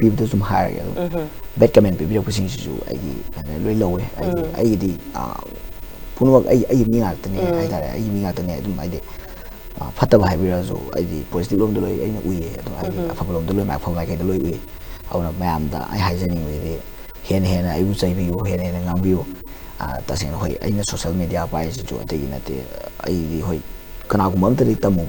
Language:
Manipuri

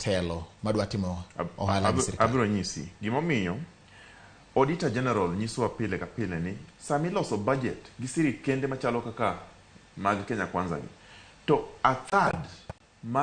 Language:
Luo (Kenya and Tanzania)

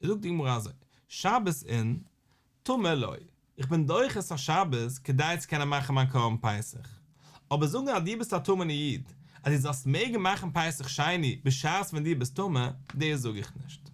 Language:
Yiddish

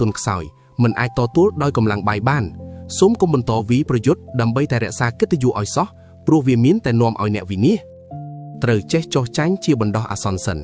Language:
Khmer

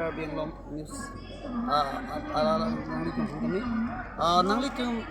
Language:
Karbi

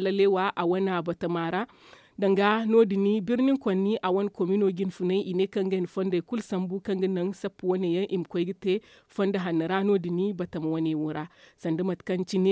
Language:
Zarma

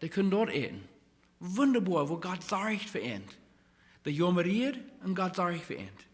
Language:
Plautdietsch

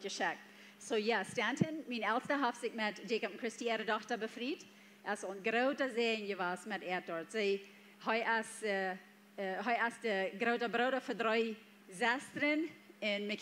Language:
Plautdietsch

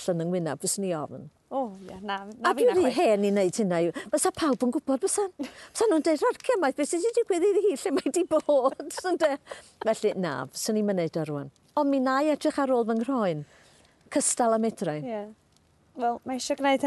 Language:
Welsh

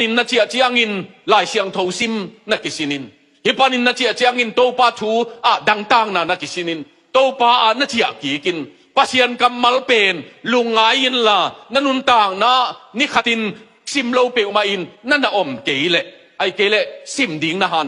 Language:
Tedim Chin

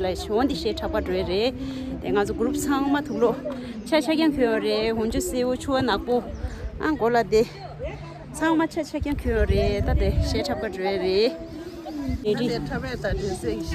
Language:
Tibetan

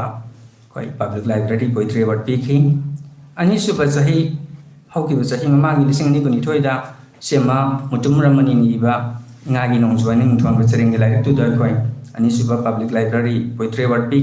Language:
Manipuri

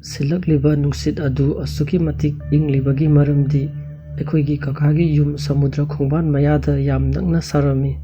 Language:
Manipuri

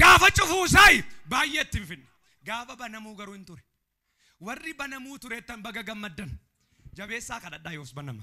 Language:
Oromo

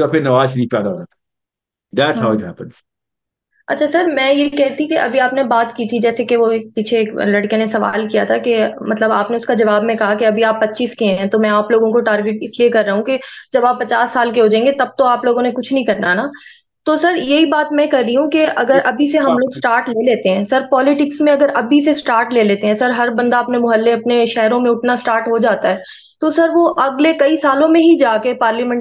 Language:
Urdu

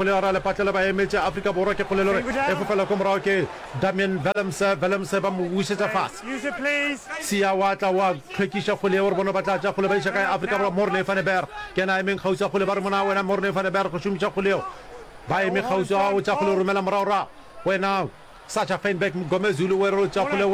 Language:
Northern Sotho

